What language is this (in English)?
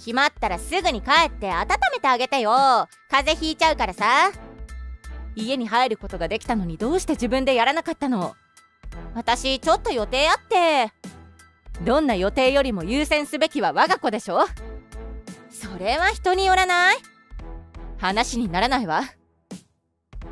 Japanese